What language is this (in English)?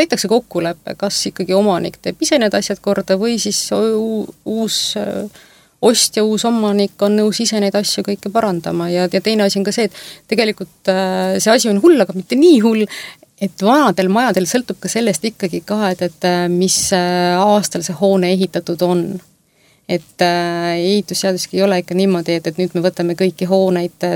Estonian